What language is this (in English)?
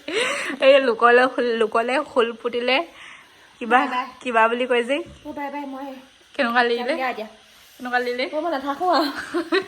Assamese